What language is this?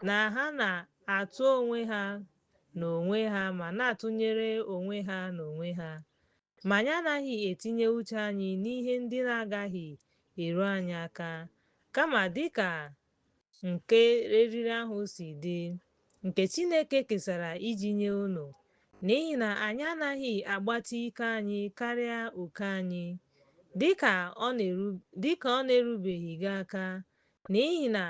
Igbo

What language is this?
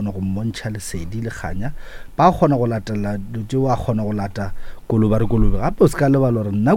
Northern Sotho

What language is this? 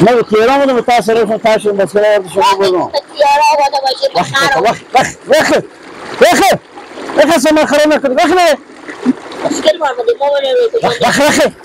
Persian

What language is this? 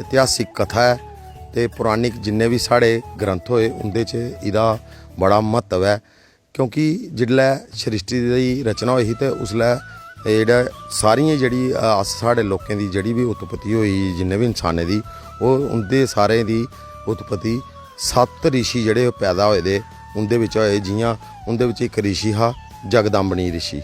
Dogri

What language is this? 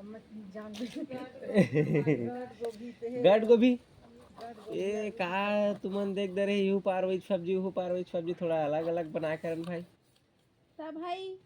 Chhattisgarhi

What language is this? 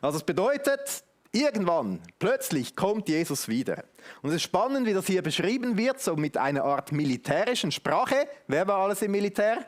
Swiss German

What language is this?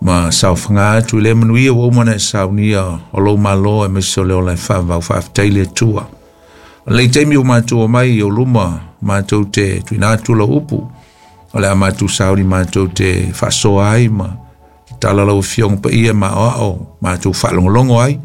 Samoan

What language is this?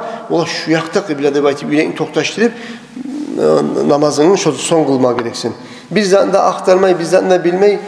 Kumyk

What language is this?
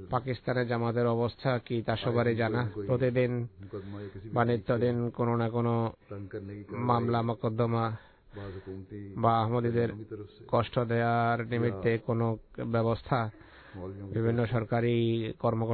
Bangla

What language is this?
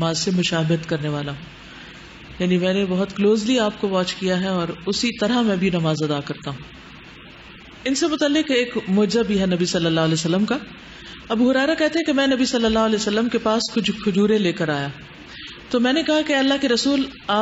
Urdu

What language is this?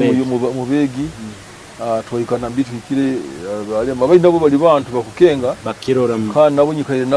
Nyoro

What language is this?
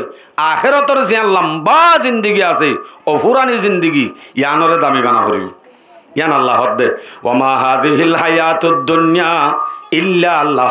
Rohingya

